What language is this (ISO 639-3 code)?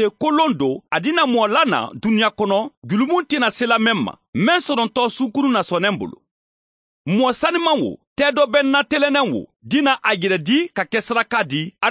man